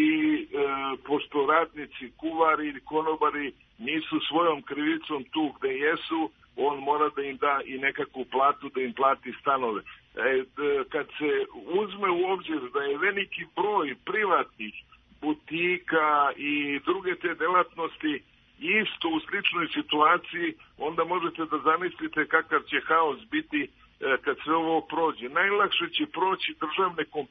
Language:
Serbian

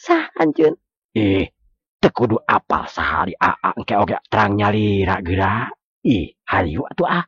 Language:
Sundanese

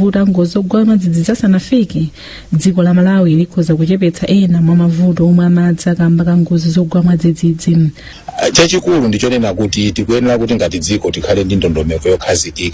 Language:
Nyanja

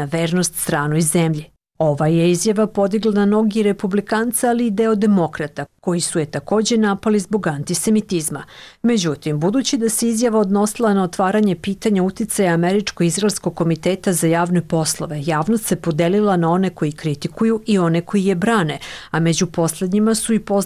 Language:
Serbian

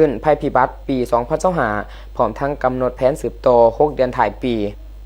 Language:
Lao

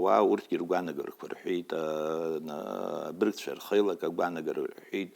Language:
Abkhazian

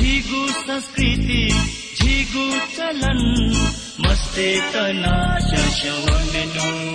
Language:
Newari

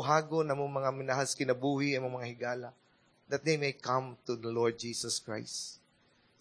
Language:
Cebuano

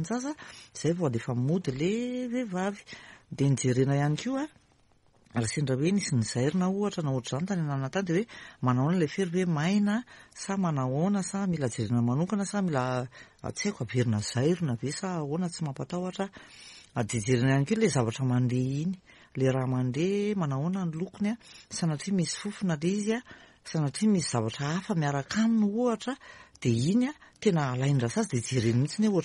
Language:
Malagasy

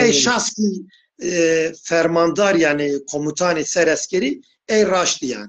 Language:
Zaza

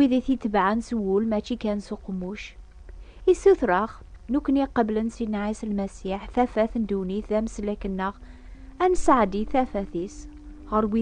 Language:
Kabyle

